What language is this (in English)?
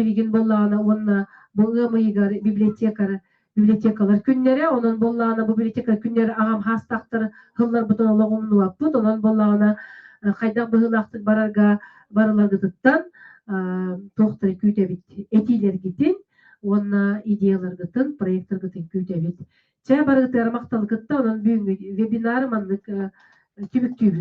Yakut